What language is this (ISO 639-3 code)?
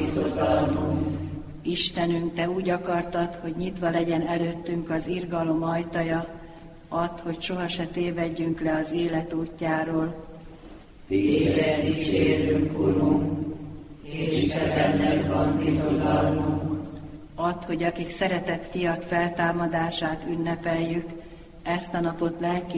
hun